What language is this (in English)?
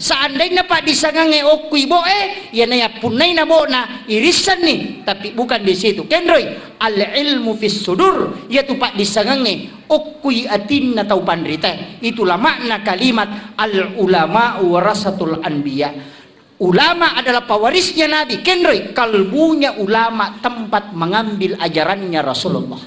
Buginese